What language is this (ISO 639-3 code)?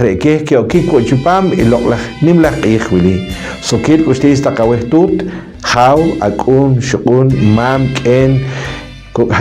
poh